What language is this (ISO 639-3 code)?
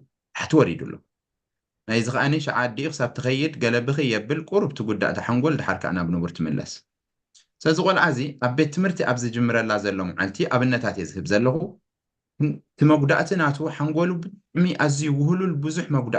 tir